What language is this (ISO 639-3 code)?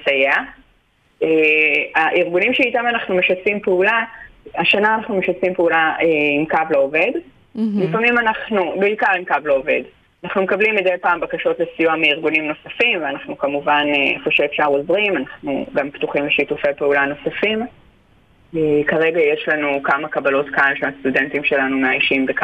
heb